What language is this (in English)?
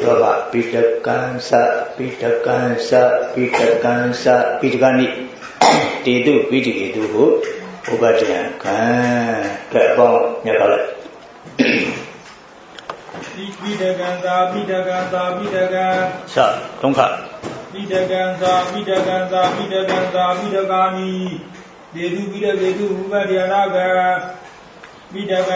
Burmese